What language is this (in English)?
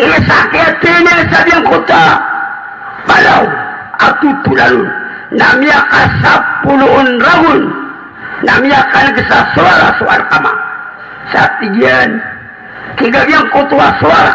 Maranao